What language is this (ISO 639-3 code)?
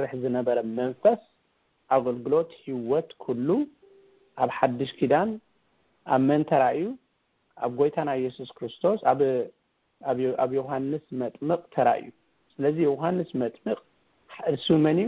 tir